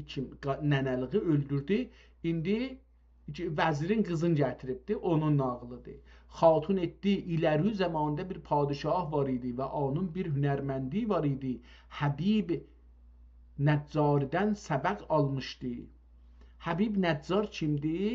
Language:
South Azerbaijani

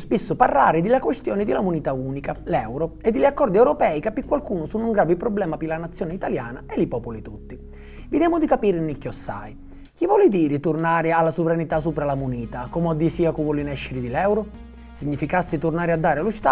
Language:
Sicilian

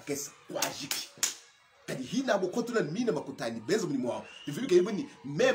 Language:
Luba-Lulua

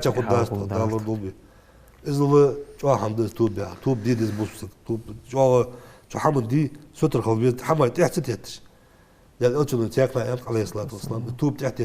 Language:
Ingush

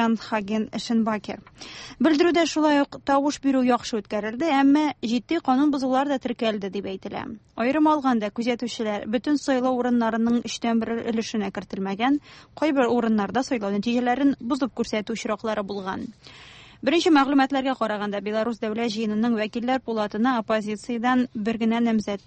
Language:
Tatar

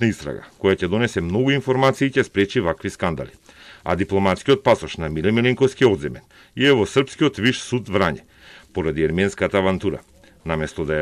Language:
Macedonian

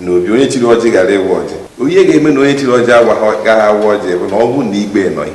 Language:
Igbo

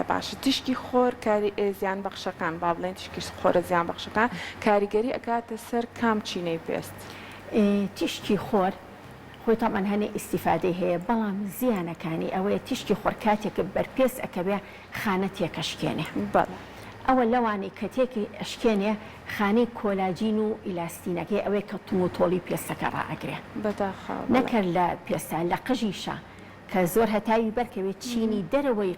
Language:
Central Kurdish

